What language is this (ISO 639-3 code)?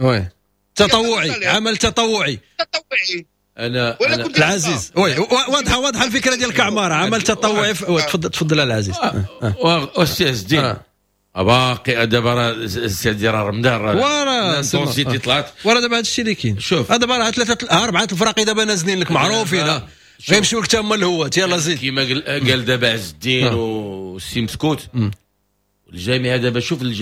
ary